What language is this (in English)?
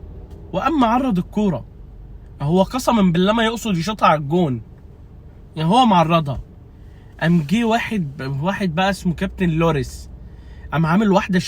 Egyptian Arabic